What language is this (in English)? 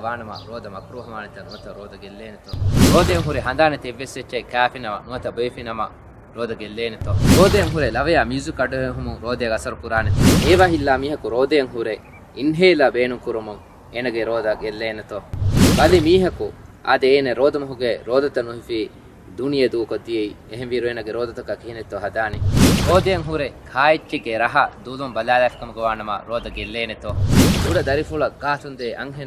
Divehi